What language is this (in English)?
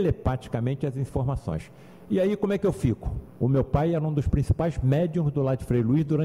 Portuguese